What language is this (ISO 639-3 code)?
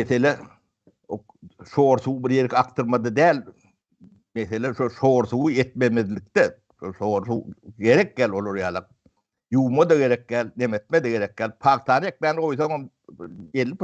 tuk